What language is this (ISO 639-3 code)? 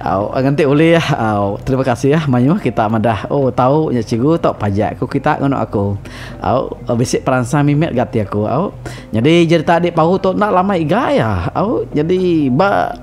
iba